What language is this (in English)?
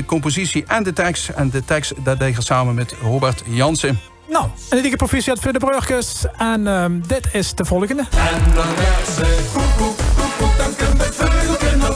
Limburgish